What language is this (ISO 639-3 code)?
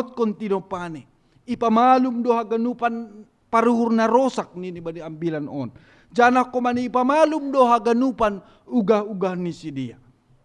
bts